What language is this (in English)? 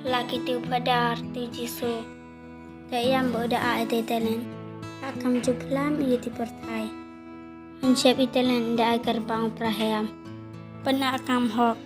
Khasi